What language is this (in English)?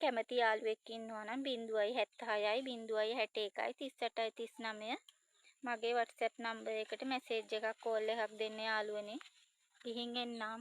Sinhala